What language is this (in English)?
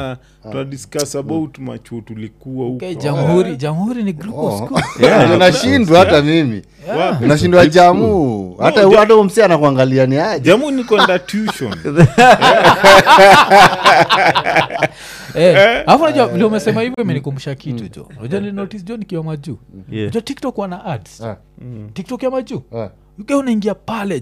Swahili